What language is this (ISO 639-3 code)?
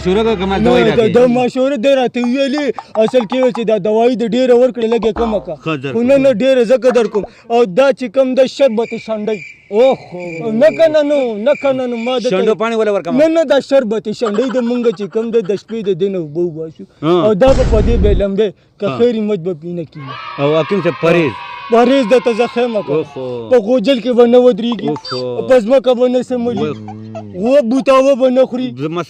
pus